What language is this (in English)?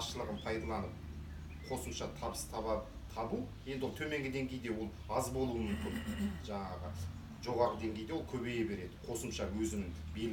Kazakh